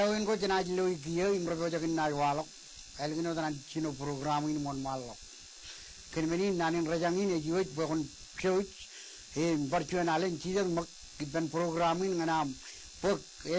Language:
Marshallese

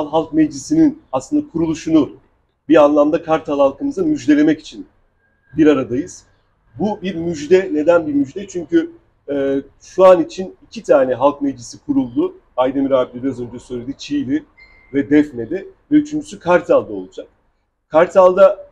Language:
Turkish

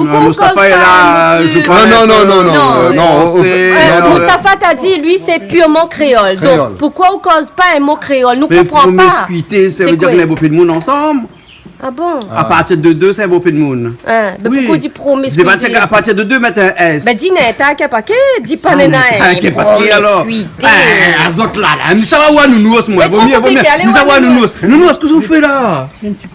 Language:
Réunion Creole French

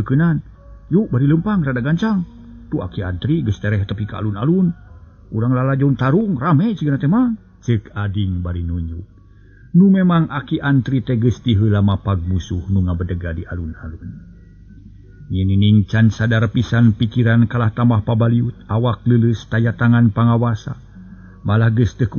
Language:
Sundanese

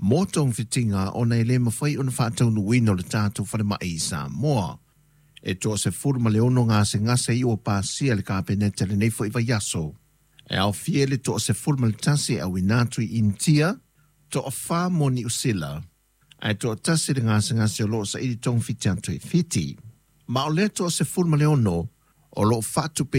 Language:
Samoan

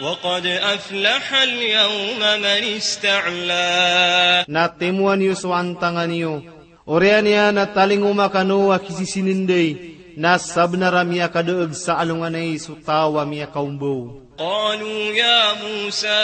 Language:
Maranao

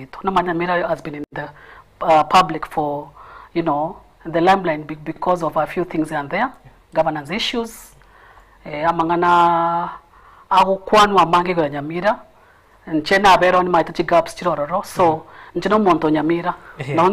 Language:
Gusii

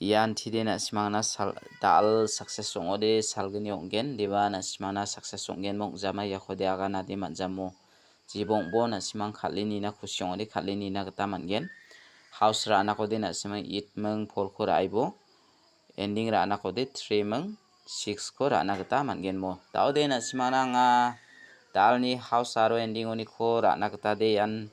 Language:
Garo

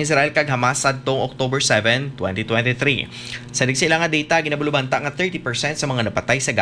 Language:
Hiligaynon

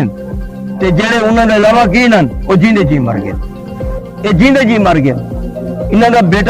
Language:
Saraiki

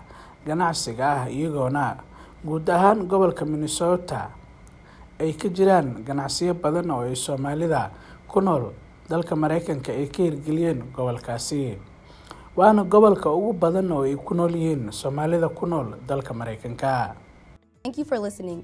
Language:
Somali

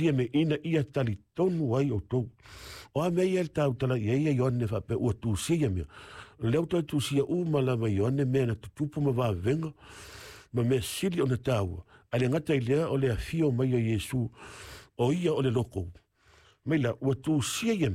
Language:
Samoan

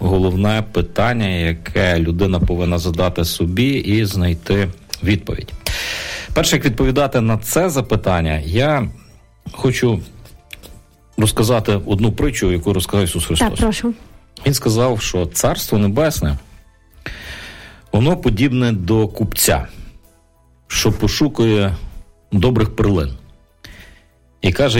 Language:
Ukrainian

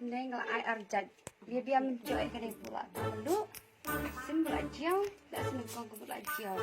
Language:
Khasi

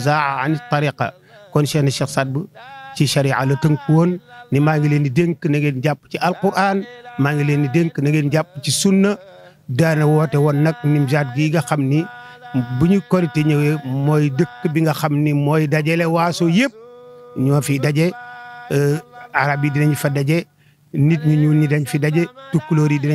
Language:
Wolof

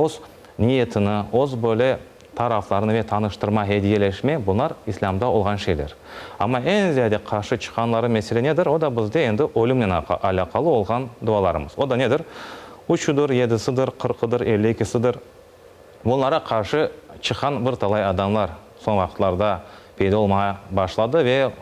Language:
Crimean Tatar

